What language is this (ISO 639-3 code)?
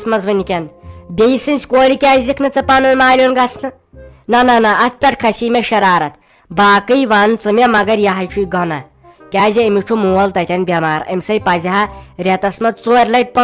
kas